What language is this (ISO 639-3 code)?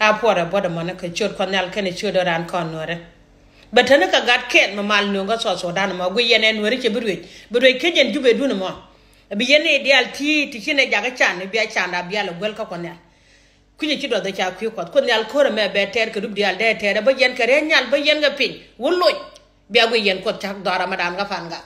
nus